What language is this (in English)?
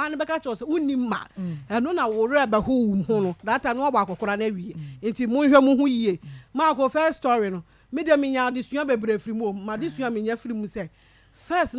Akan